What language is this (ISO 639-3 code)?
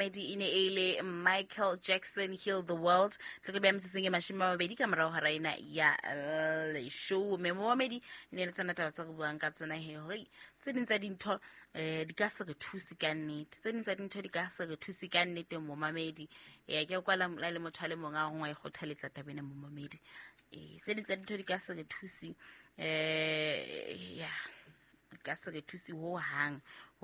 sot